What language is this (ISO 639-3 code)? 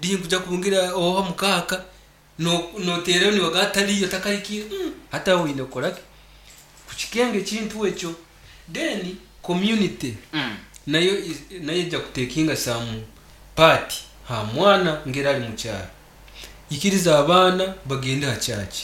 nyn